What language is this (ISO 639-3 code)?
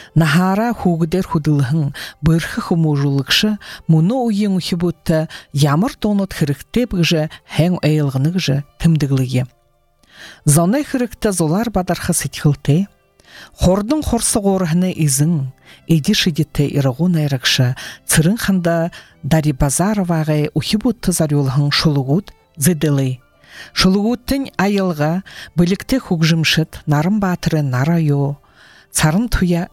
bua